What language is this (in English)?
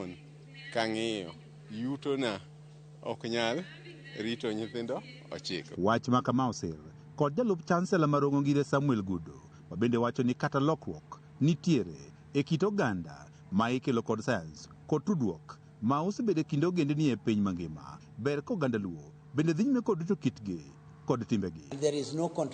Luo (Kenya and Tanzania)